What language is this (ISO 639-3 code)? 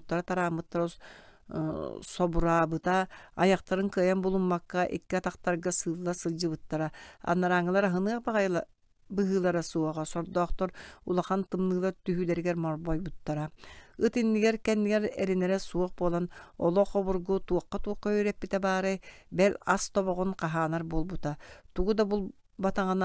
sah